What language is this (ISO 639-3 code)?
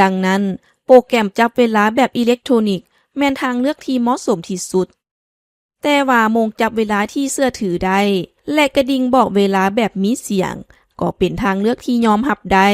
lao